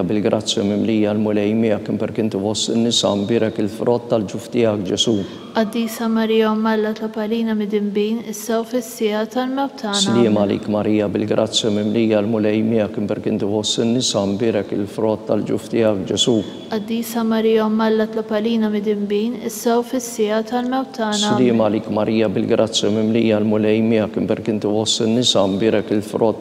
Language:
Maltese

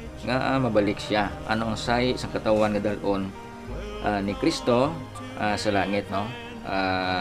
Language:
Hiligaynon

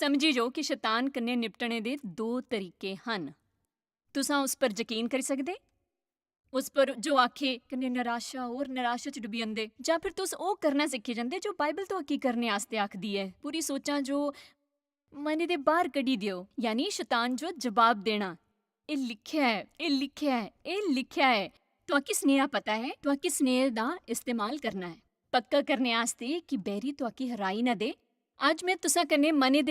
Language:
Dogri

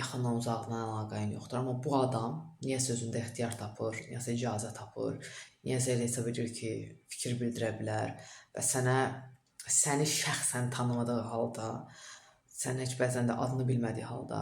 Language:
Azerbaijani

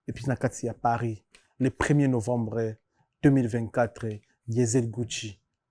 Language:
Lingala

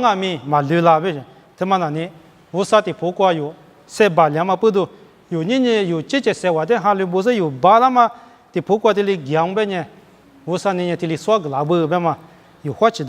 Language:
Lisu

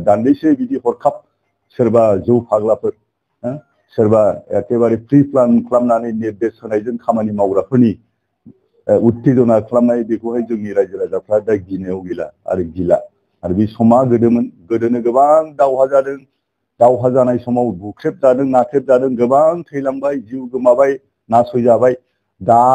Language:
Bodo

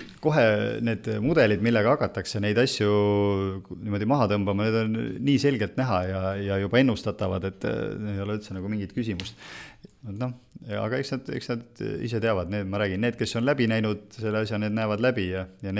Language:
Estonian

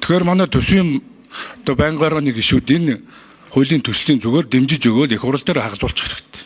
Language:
Mongolian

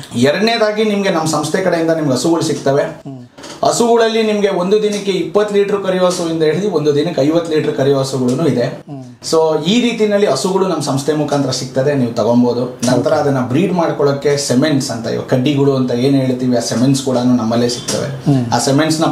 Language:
Kannada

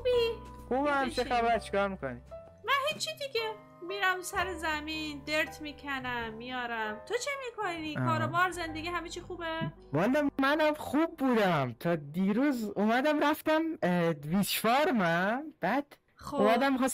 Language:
Persian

